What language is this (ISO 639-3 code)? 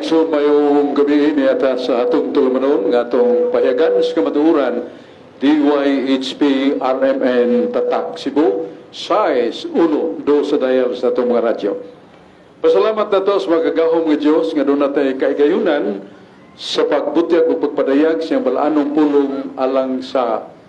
ceb